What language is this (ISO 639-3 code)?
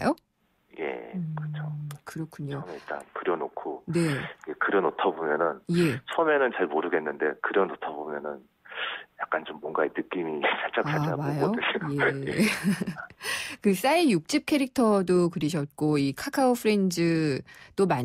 kor